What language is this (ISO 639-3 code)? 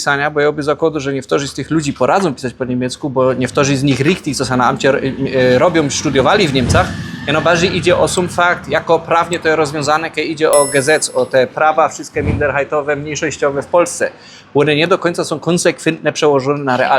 szl